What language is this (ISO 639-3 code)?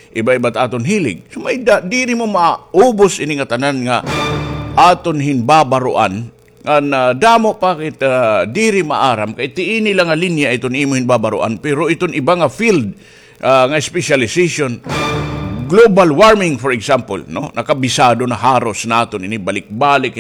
war